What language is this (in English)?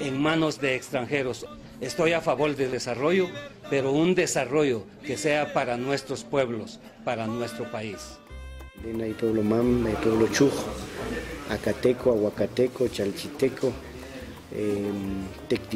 Spanish